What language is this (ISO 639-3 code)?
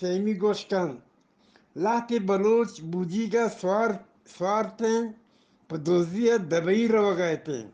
bgp